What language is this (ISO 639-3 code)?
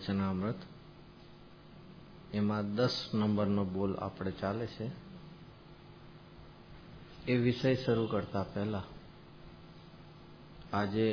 guj